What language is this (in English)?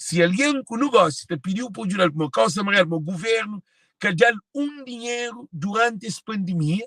Kabuverdianu